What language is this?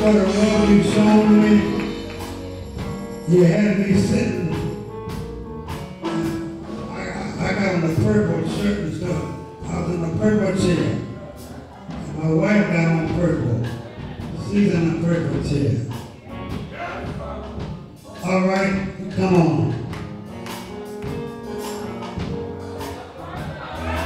English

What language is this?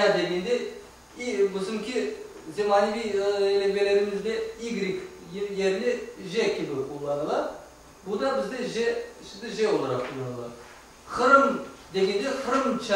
Crimean Tatar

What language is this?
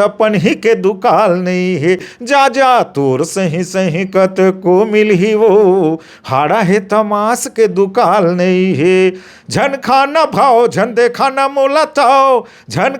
Chhattisgarhi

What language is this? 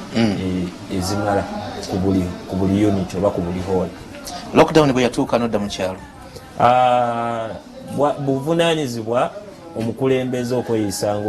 Ganda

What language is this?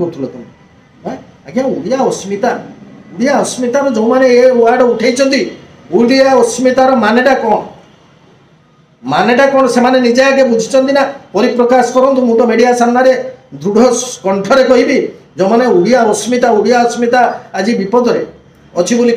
Odia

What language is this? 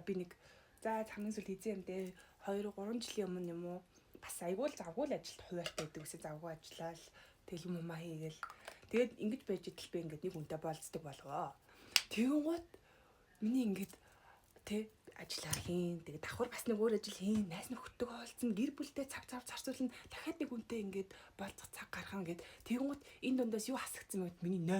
Mongolian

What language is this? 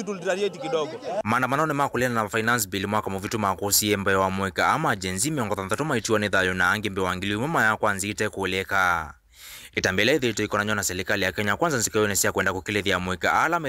Kamba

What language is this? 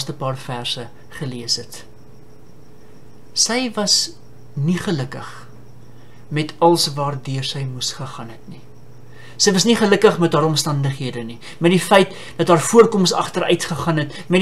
Afrikaans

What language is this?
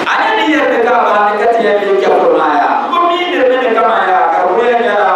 Dagbani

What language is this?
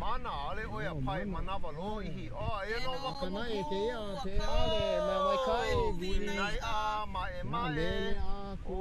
Hawaiian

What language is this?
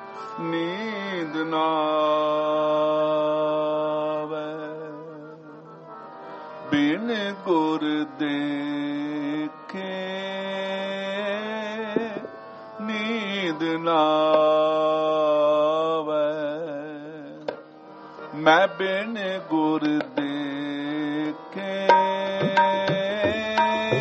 Punjabi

